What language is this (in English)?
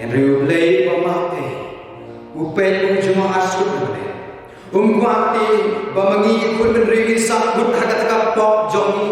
Khasi